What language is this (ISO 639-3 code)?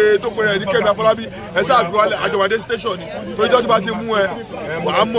yor